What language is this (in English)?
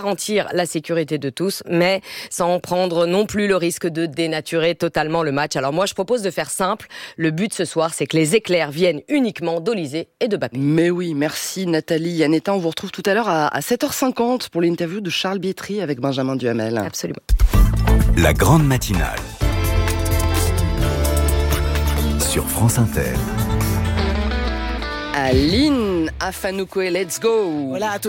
French